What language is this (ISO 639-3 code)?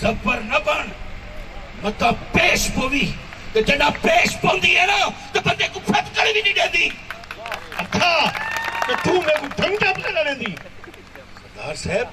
skr